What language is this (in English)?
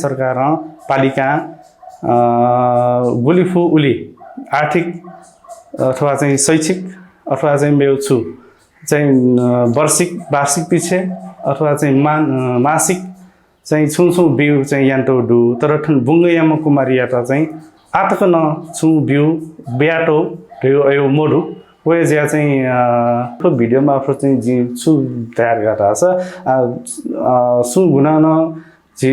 Newari